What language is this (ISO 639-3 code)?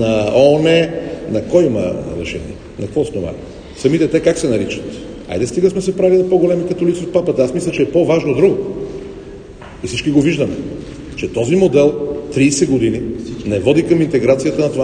bul